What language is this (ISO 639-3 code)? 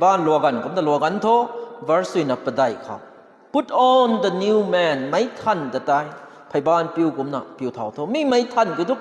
nbu